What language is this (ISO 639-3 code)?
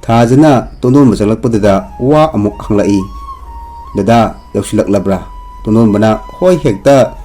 mni